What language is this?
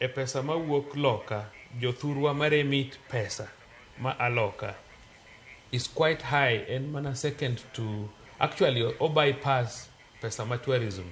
Luo (Kenya and Tanzania)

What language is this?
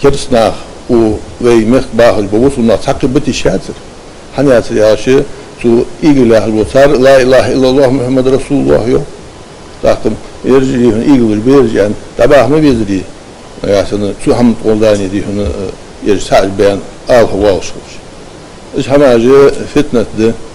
Ingush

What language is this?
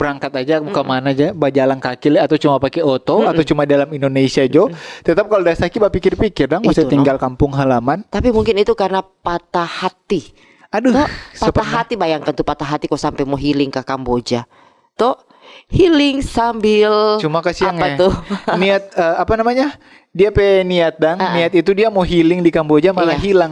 Manado Malay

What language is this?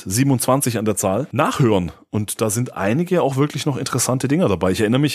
German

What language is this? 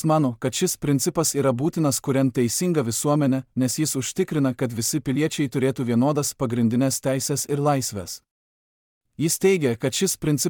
Lithuanian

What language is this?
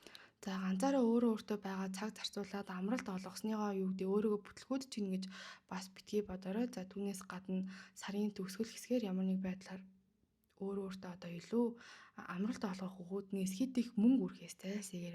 Mongolian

